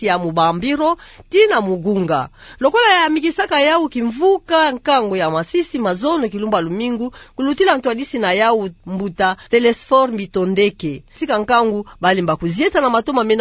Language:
Kituba (Democratic Republic of Congo)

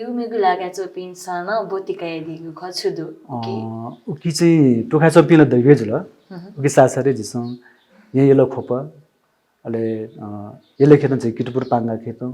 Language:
Newari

